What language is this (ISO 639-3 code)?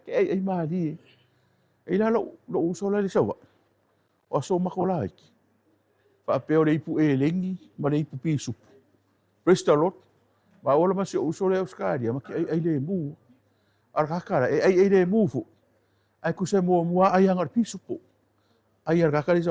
smo